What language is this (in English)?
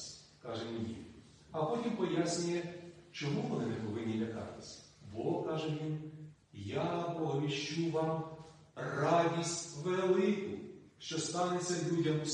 Ukrainian